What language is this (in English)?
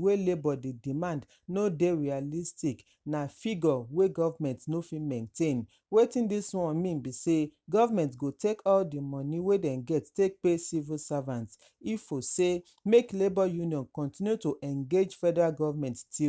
Nigerian Pidgin